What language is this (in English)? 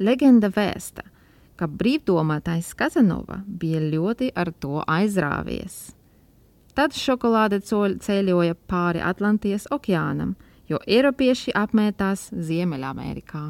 Latvian